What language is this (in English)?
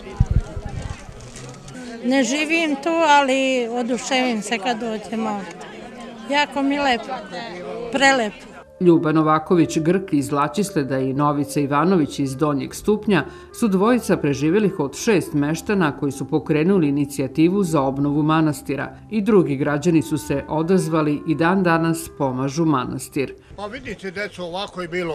Serbian